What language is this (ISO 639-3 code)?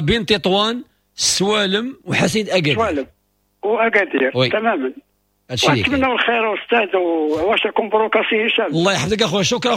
ary